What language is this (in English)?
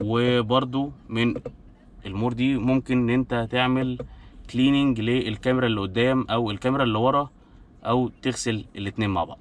Egyptian Arabic